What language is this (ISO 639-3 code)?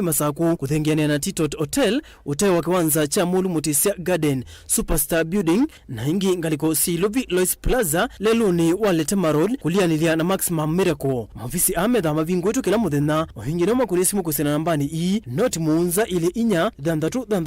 kam